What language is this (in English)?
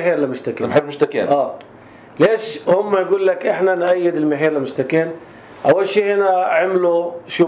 North Levantine Arabic